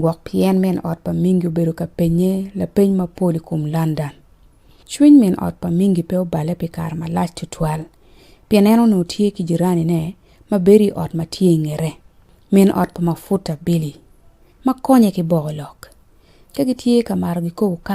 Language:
Acoli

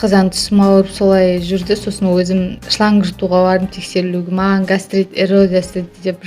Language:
Kazakh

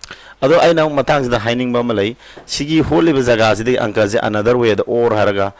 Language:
Manipuri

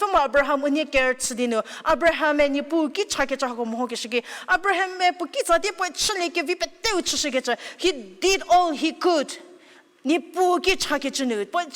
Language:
Angami Naga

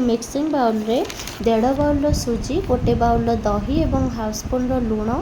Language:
Odia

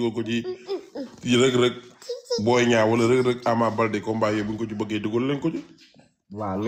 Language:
Wolof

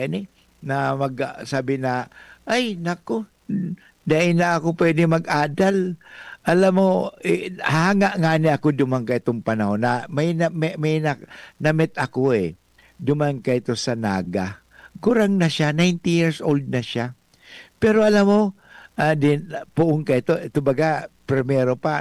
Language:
Bikol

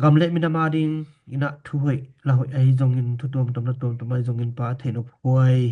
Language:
Tedim Chin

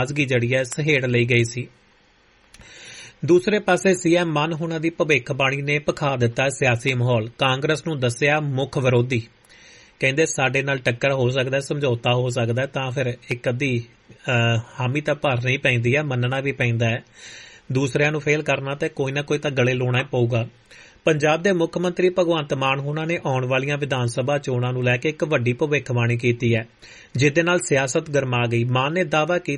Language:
Punjabi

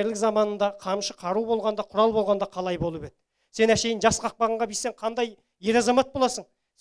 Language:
Kazakh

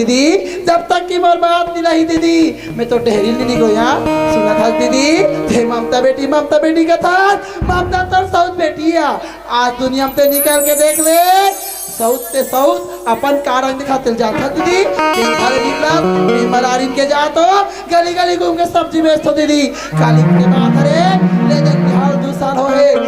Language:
Chhattisgarhi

